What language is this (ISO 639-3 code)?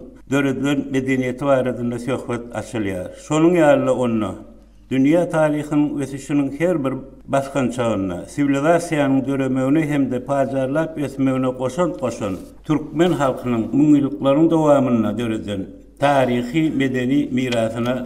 tuk